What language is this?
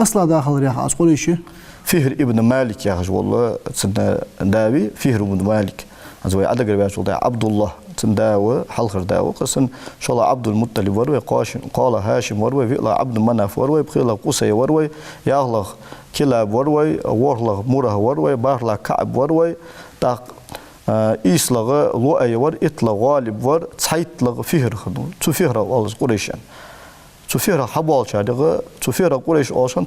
Ingush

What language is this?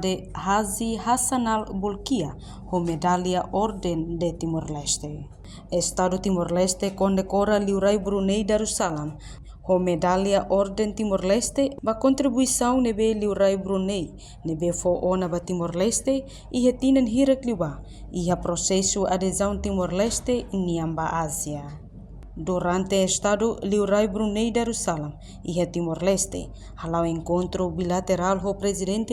Tetum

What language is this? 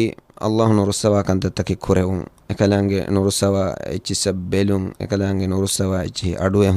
Divehi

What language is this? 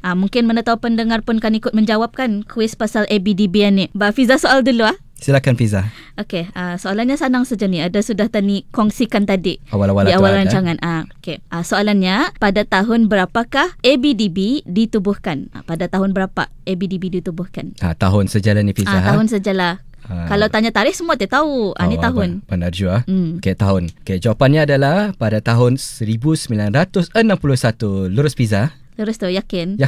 Malay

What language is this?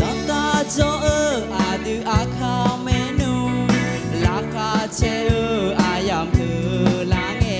Akha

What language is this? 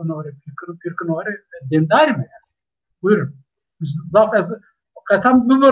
Zaza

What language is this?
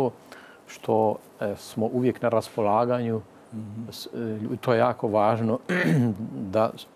Croatian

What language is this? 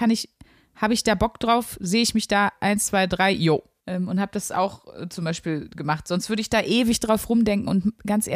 German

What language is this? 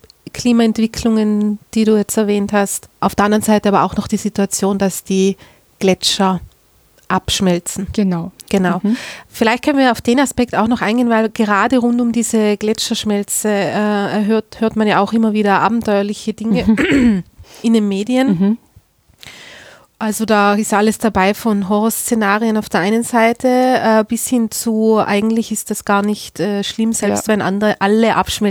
German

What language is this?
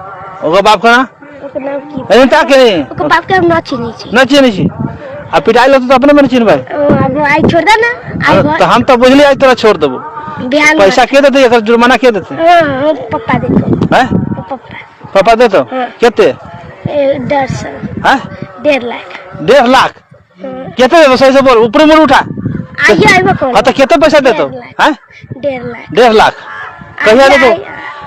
Maithili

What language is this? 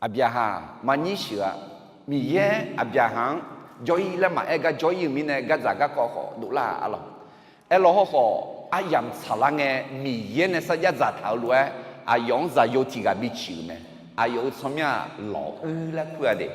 Akha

